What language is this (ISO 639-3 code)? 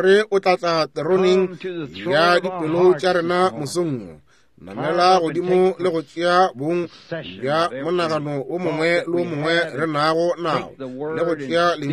nso